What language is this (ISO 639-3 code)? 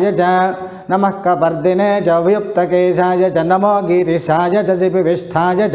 san